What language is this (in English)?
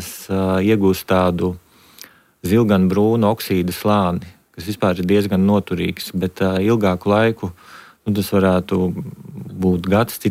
Latvian